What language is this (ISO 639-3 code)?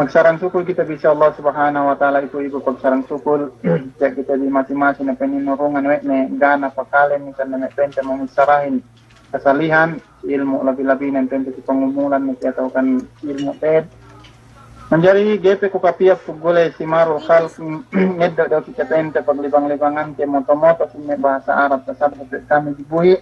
yka